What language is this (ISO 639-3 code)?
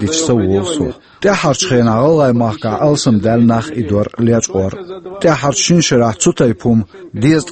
che